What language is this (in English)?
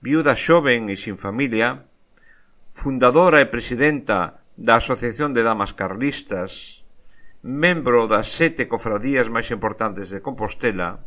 Galician